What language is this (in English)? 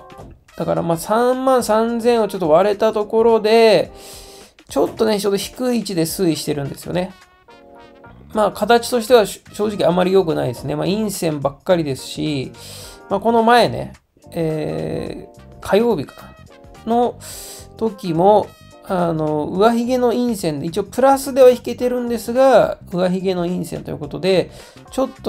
Japanese